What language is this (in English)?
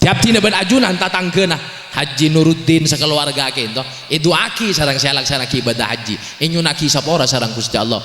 Madurese